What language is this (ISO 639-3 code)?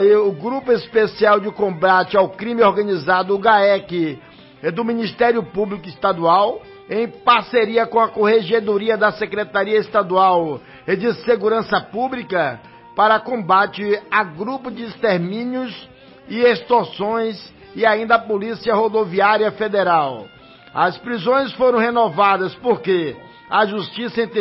por